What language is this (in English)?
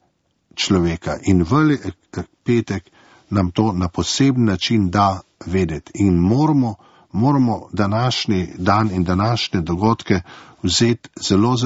Slovenian